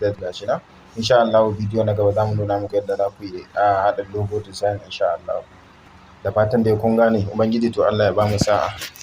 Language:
Hausa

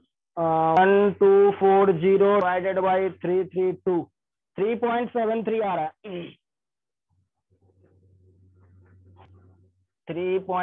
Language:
Hindi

